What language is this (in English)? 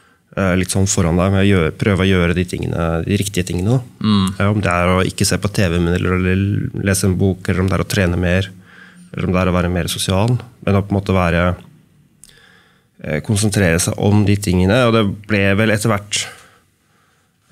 Norwegian